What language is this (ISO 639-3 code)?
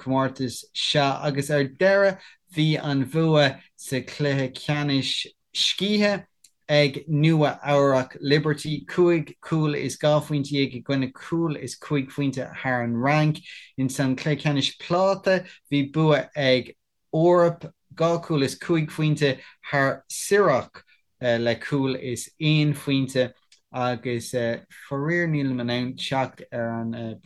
gle